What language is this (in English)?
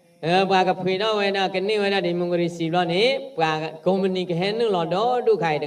S'gaw Karen